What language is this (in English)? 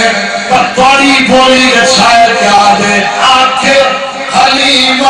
Saraiki